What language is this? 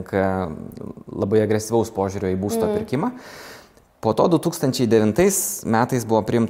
Lithuanian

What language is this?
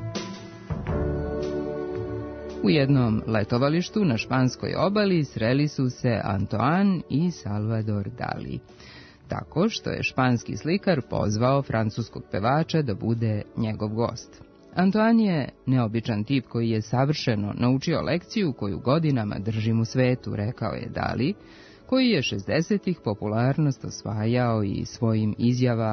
Serbian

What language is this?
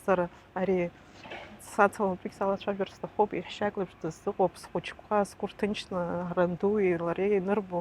Abkhazian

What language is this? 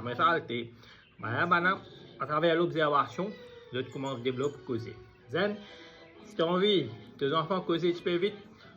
Morisyen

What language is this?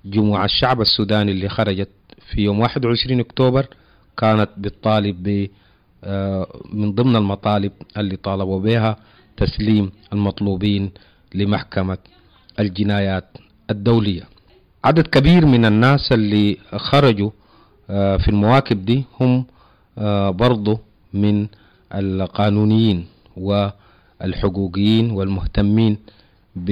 Sudanese Arabic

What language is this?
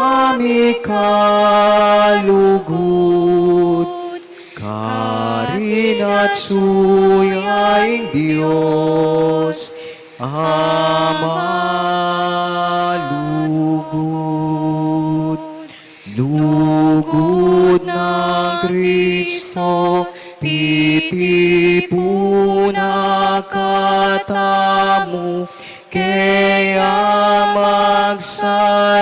Pampanga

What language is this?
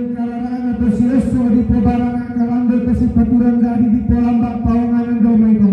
Toraja-Sa'dan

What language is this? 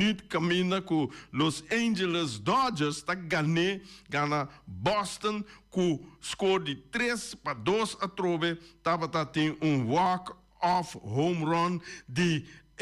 Papiamento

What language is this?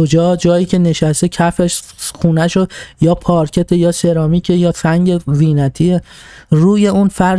Persian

